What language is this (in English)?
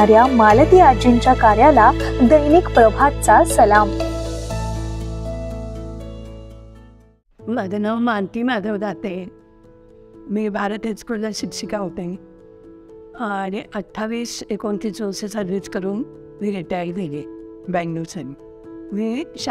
Marathi